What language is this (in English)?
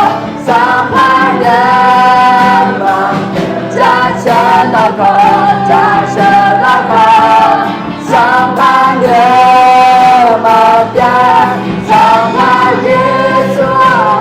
Akha